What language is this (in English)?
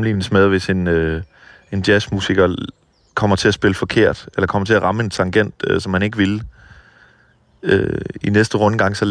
Danish